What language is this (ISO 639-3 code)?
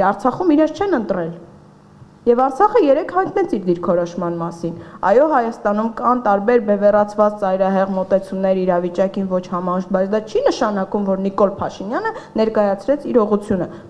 hye